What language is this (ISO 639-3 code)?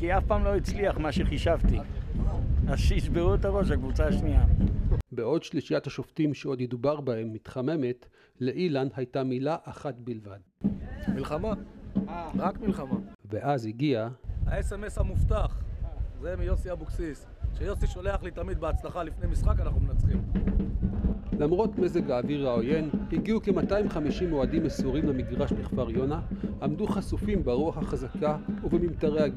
heb